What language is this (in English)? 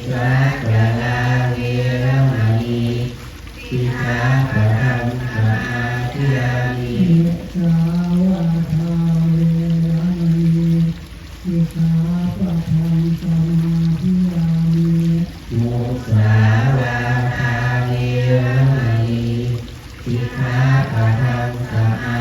Pali